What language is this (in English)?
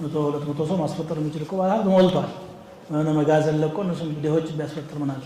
Amharic